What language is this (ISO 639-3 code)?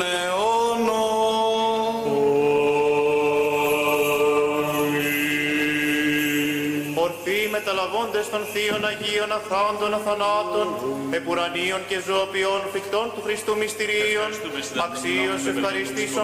ell